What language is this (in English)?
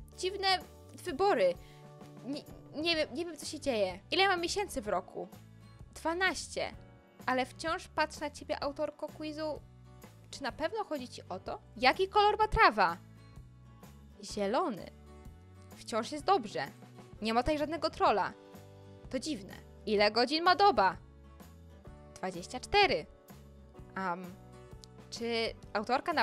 Polish